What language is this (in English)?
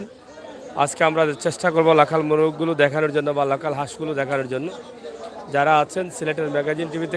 Sylheti